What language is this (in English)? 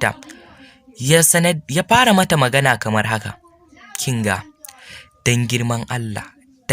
Hausa